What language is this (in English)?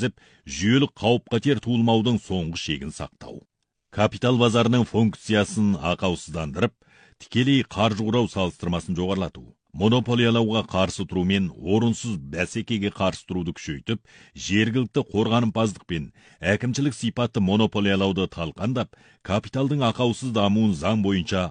Kazakh